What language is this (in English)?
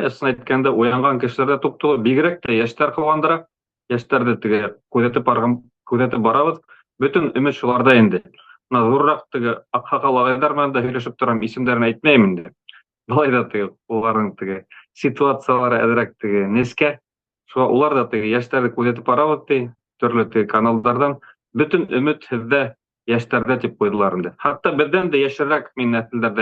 Bashkir